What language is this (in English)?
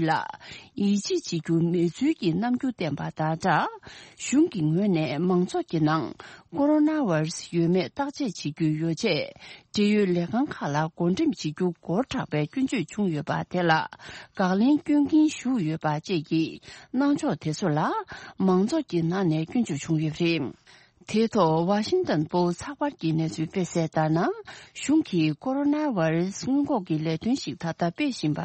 Tibetan